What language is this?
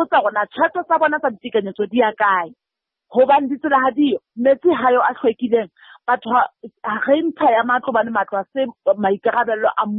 Southern Sotho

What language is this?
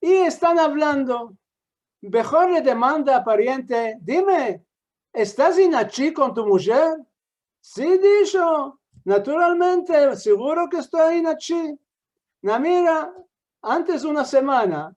Ladino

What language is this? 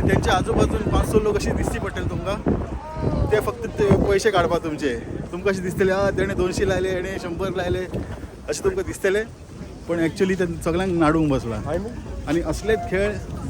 Konkani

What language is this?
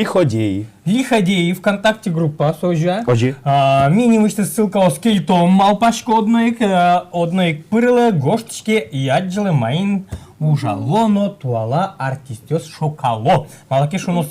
Udmurt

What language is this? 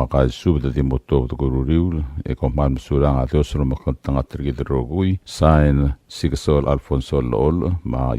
Palauan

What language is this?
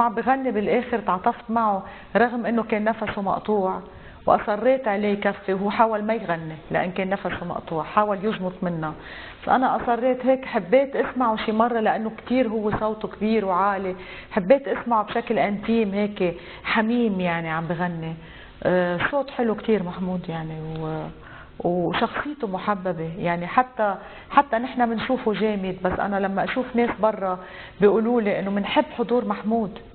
North Levantine Arabic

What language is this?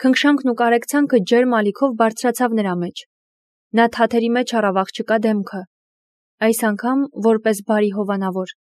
Armenian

